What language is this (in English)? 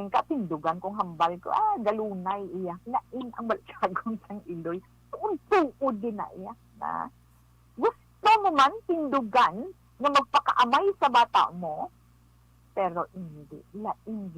Hiligaynon